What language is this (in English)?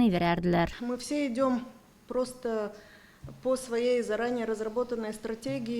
Gagauz